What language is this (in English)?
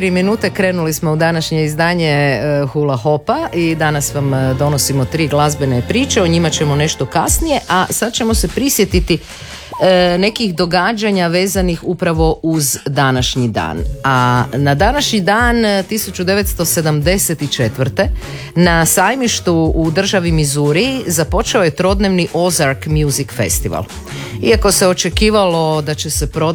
Croatian